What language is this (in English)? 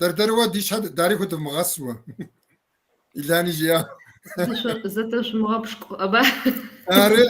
Kabardian